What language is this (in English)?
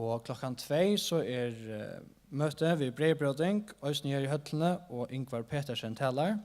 Faroese